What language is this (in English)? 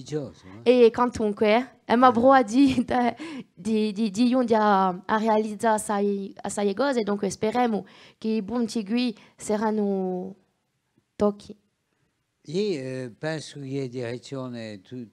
Corsican